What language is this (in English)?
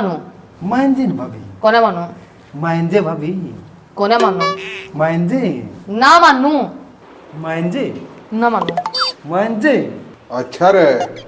Haryanvi